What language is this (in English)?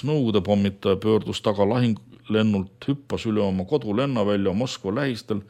Estonian